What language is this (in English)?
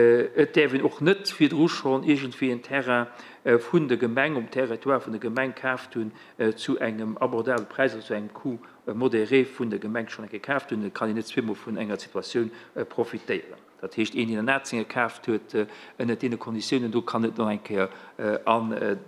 Luxembourgish